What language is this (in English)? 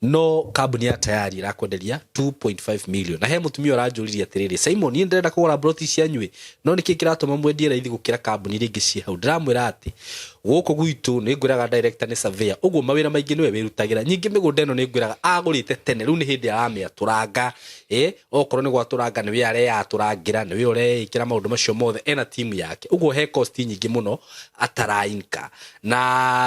Kikuyu